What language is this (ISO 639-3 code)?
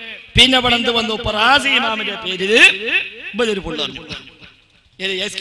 mal